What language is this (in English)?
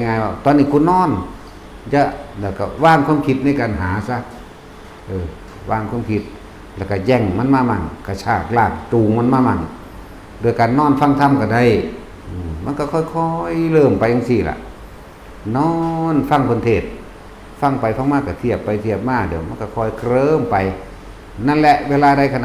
Northeastern Thai